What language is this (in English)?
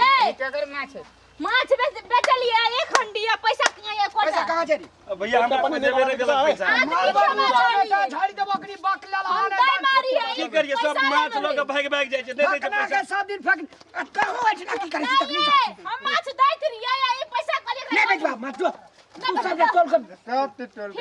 Maithili